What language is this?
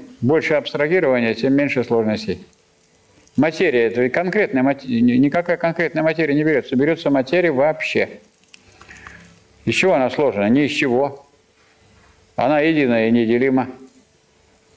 Russian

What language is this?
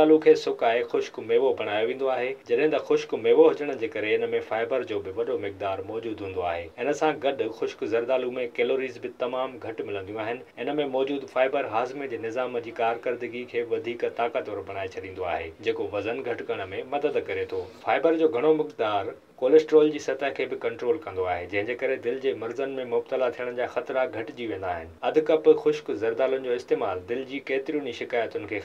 Sindhi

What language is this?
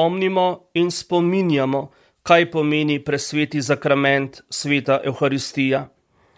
Slovenian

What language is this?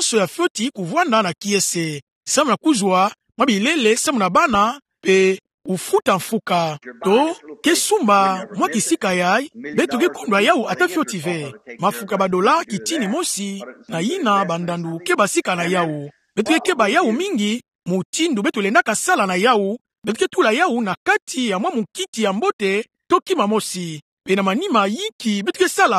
Kituba (Democratic Republic of Congo)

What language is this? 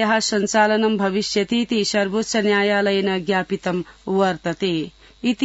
Sanskrit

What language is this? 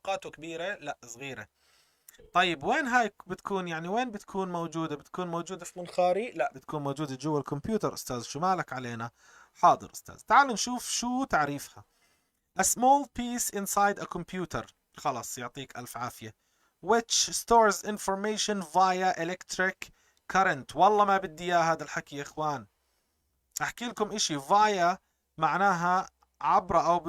North Levantine Arabic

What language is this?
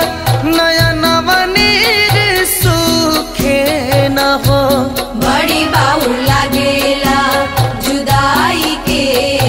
Bhojpuri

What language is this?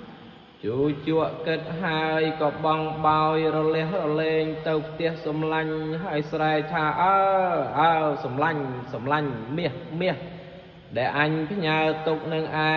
Khmer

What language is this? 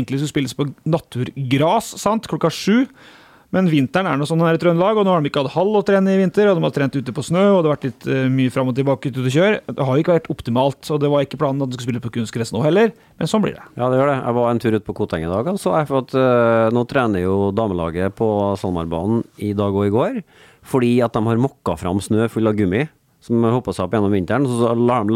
Norwegian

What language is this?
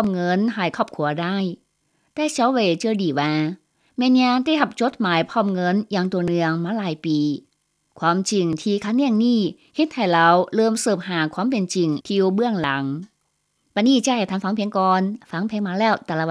Lao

